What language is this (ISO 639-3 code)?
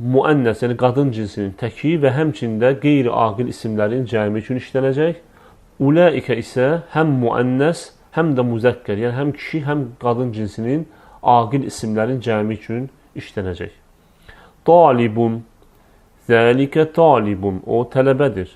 aze